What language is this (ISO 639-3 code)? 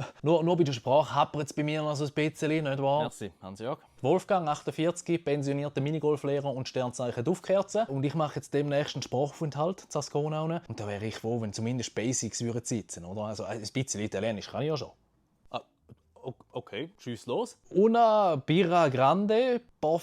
gsw